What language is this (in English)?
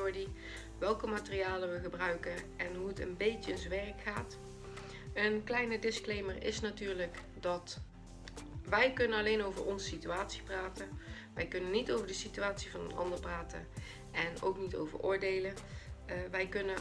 Dutch